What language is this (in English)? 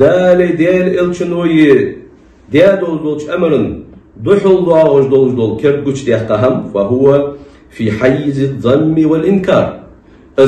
Ingush